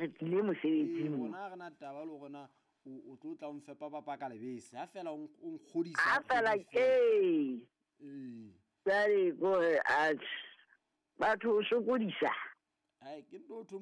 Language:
Southern Sotho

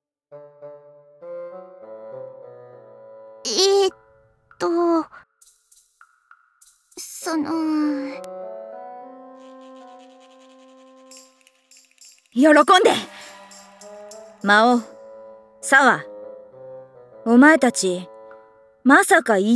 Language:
Japanese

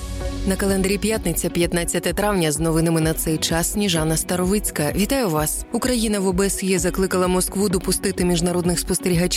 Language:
Ukrainian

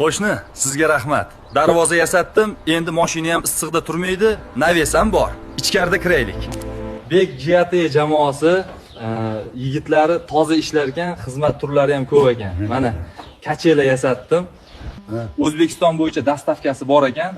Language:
Uzbek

